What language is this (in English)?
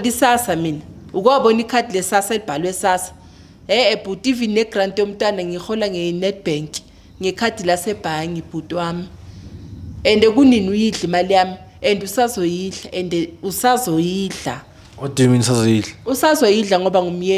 Zulu